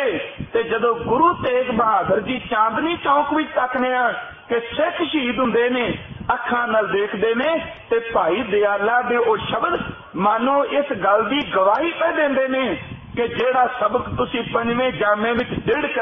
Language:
Punjabi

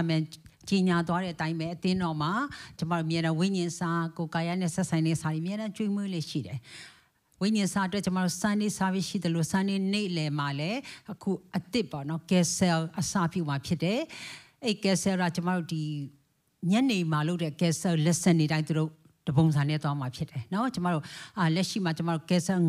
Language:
Burmese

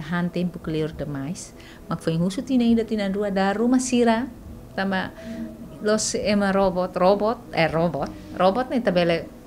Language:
Tetum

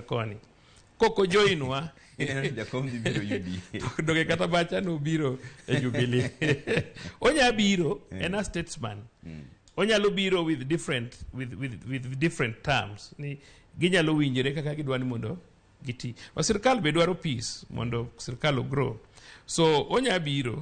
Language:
Luo (Kenya and Tanzania)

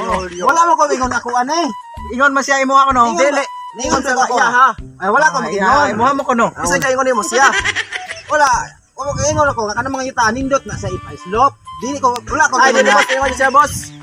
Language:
Cebuano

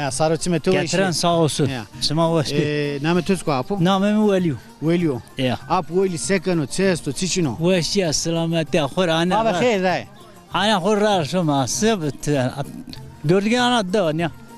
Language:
Zaza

